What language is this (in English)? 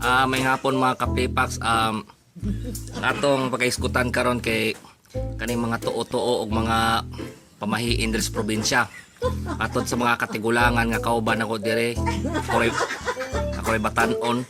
Cebuano